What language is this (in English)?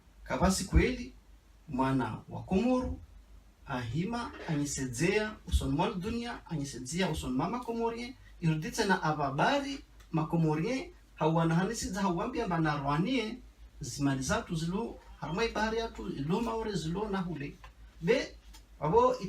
Ngazidja Comorian